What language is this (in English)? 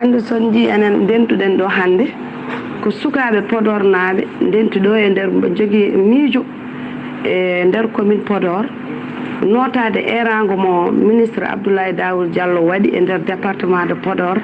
Fula